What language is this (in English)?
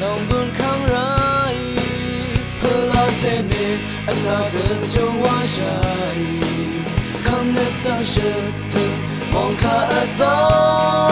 Rawang